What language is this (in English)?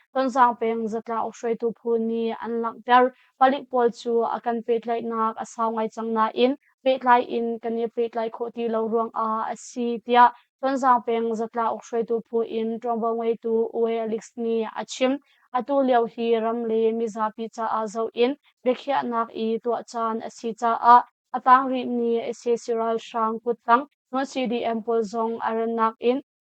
Hakha Chin